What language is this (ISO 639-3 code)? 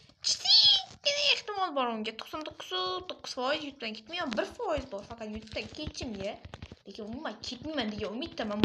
uzb